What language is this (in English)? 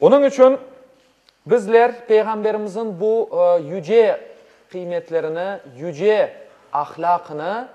Crimean Tatar